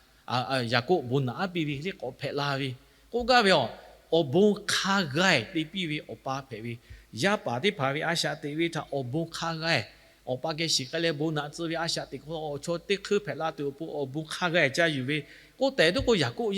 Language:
Lahu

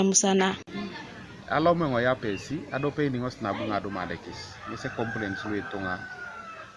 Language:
Teso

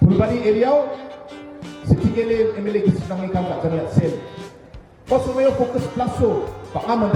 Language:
Garo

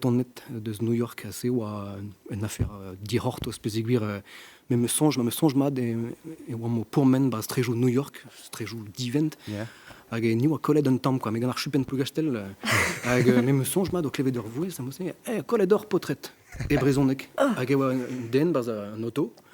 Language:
Breton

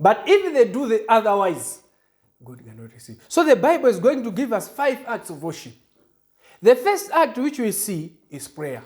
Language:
English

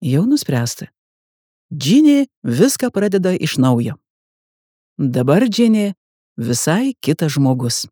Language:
Lithuanian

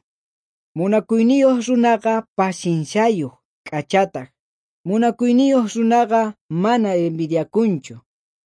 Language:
South Bolivian Quechua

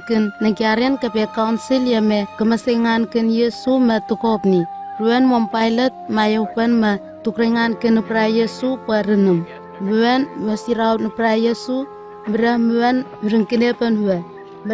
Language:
Southwest Tanna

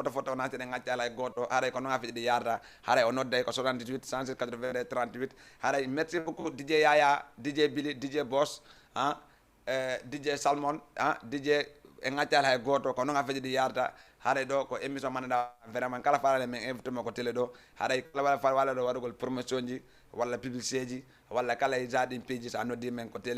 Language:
Fula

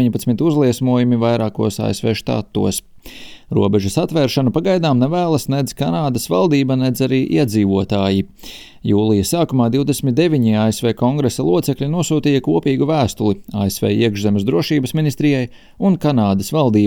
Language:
Latvian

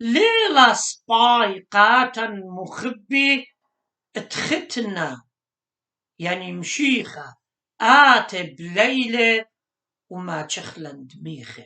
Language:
Assyrian Neo-Aramaic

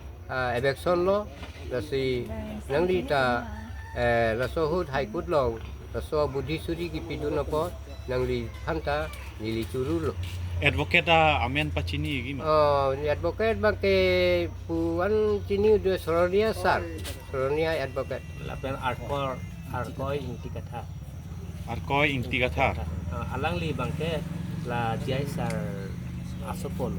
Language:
Karbi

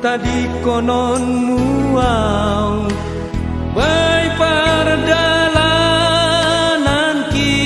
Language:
Batak Simalungun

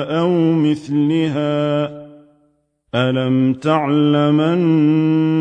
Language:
Arabic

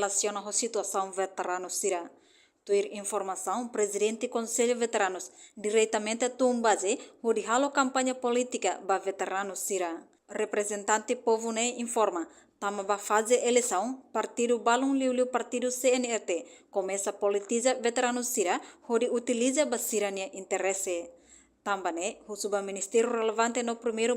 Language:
Tetum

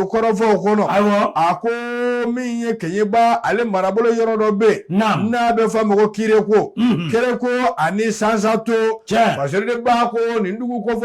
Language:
Bambara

